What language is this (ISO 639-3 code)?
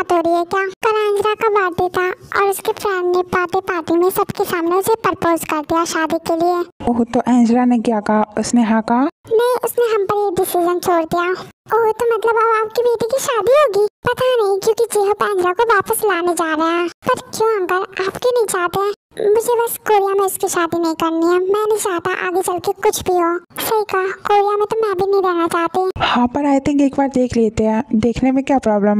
hin